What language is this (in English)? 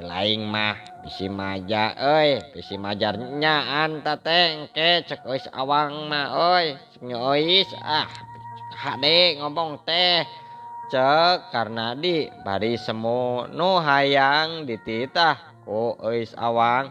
Sundanese